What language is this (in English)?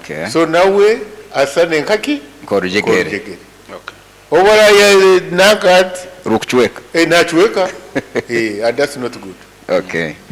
Nyoro